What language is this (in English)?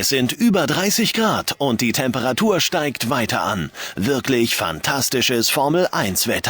Bavarian